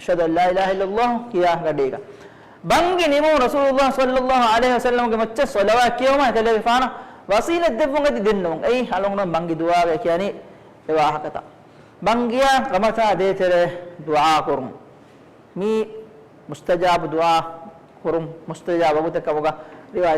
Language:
Divehi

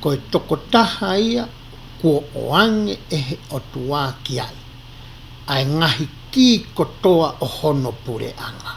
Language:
Tongan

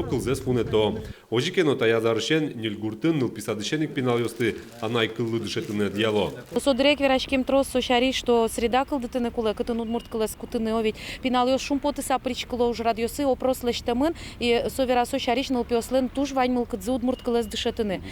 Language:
Udmurt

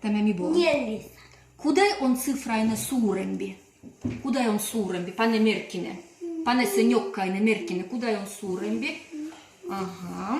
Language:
Livvi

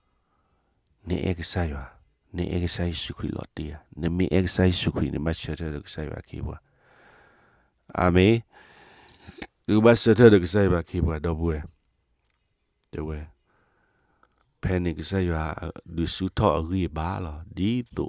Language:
S'gaw Karen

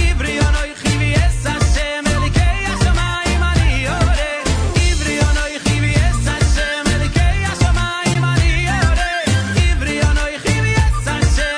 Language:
Hebrew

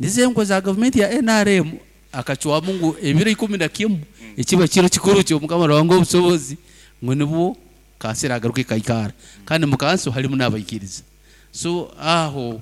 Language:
Nyoro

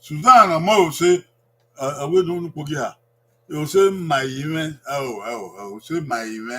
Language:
Bini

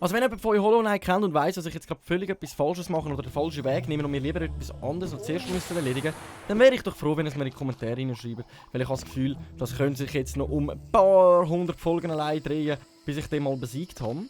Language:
Swiss German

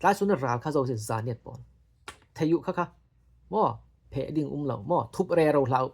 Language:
Falam Chin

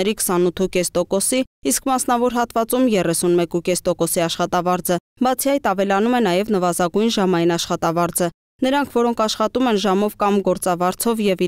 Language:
Armenian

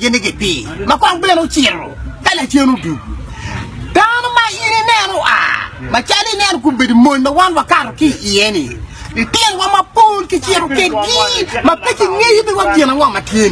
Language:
Acoli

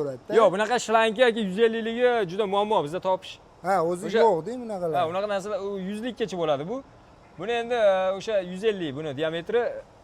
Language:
Uzbek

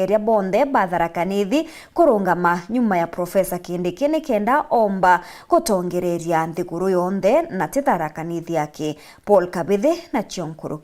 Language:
Meru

